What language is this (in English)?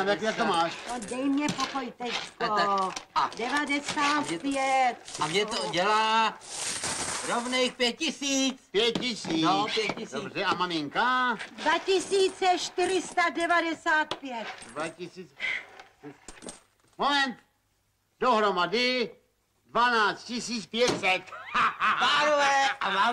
Czech